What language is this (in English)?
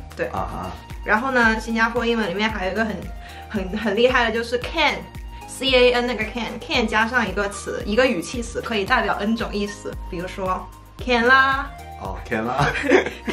Chinese